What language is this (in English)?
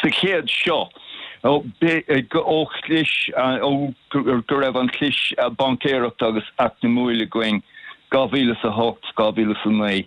Irish